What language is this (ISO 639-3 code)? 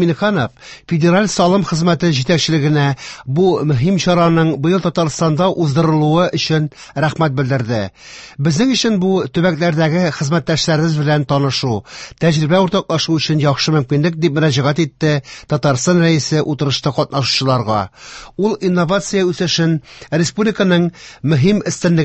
tat